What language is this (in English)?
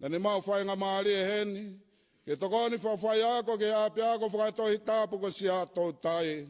Tongan